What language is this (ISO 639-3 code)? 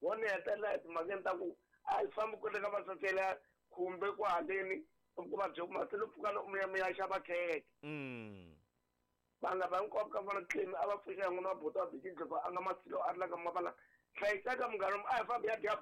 tso